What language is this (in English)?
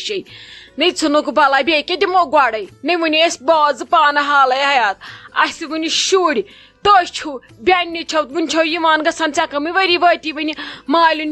Kashmiri